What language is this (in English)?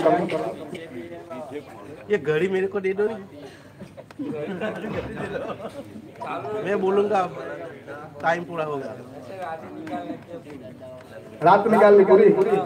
Hindi